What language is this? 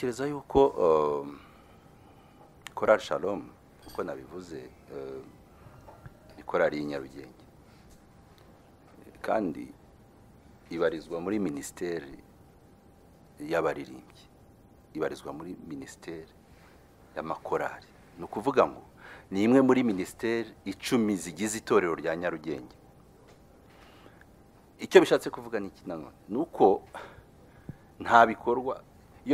Kinyarwanda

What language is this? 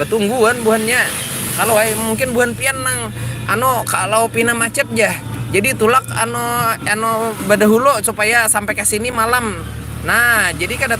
Banjar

